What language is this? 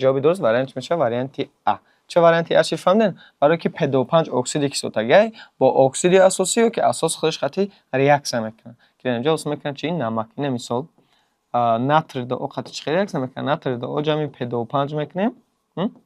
Tajik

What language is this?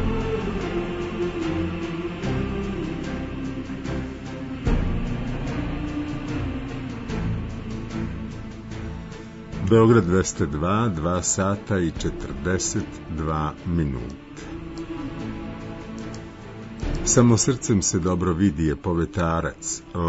Serbian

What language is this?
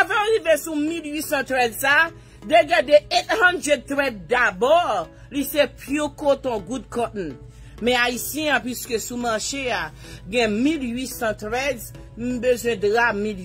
Haitian Creole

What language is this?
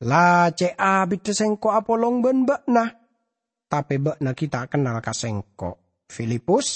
Madurese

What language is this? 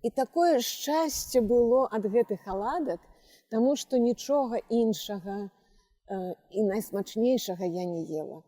Belarusian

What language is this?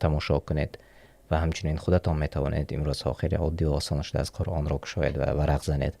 Tajik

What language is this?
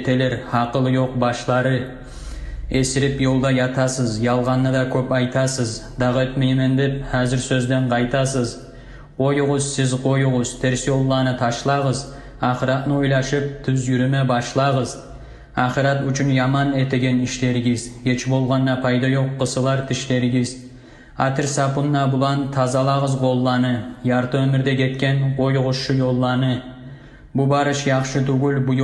Kumyk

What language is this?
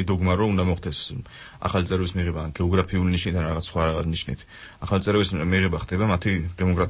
Georgian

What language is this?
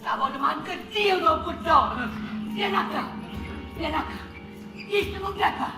Neapolitan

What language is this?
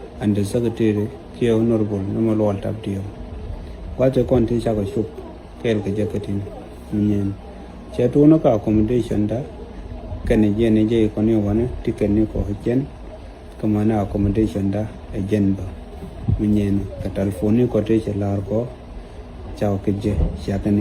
Nuer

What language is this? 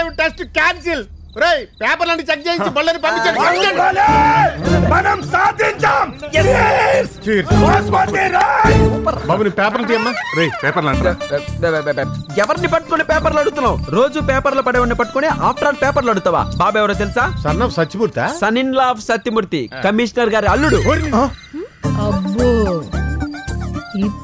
Telugu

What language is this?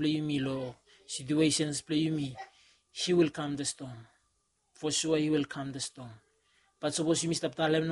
Bislama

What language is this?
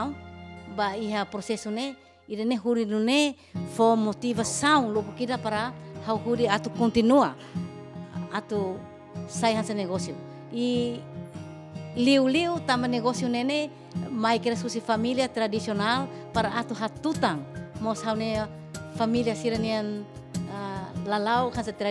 Tetum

